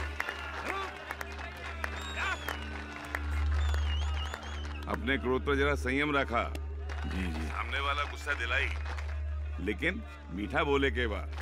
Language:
Bhojpuri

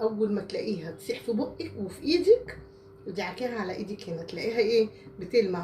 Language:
Egyptian Arabic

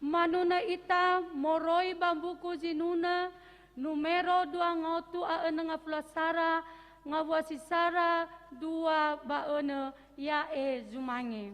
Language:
Nias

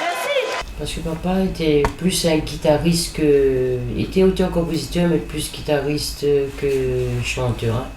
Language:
Réunion Creole French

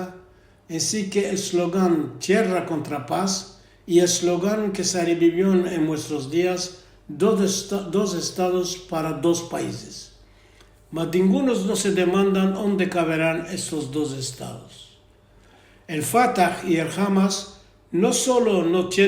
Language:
Ladino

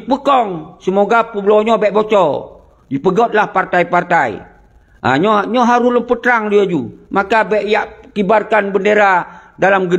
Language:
Achinese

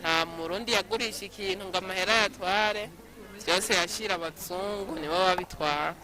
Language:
Rundi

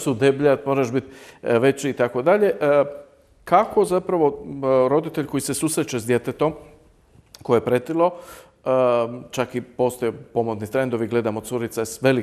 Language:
Croatian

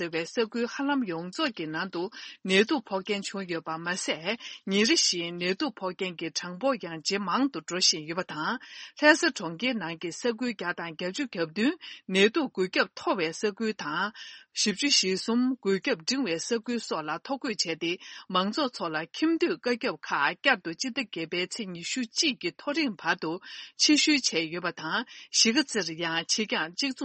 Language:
Tibetan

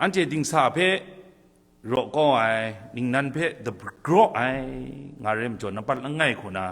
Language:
Kachin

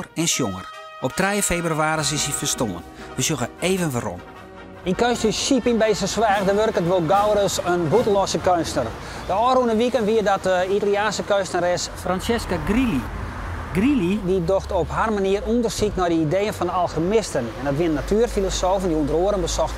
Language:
Western Frisian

